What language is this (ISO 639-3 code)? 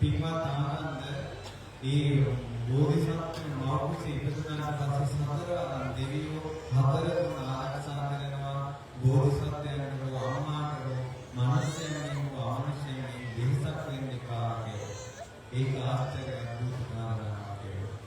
sin